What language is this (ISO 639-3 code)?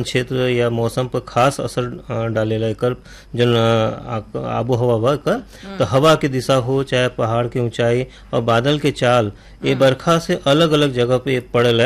bho